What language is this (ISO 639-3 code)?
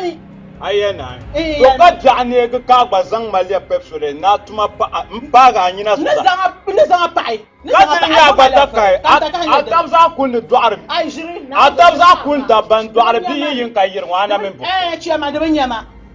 dag